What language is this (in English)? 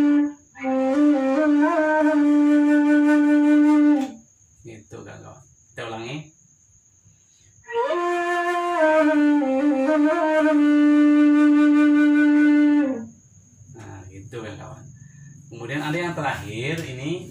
Indonesian